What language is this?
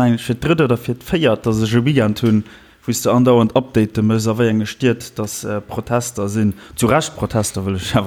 Luxembourgish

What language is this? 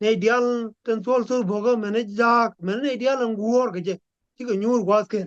Nuer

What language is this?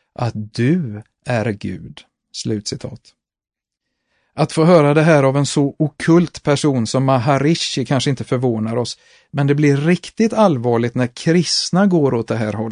Swedish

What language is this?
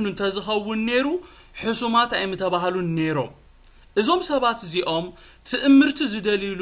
Tigrinya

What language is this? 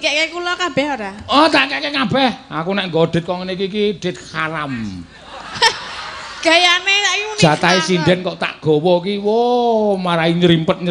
Javanese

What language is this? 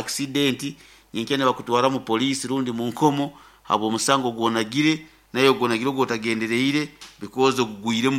Nyankole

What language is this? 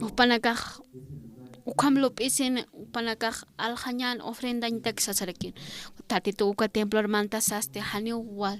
Aymara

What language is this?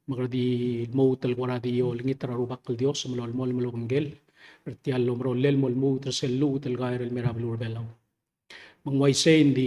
Palauan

